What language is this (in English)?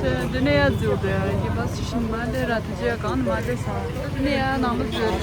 Tibetan